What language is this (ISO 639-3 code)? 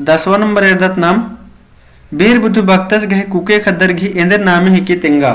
kru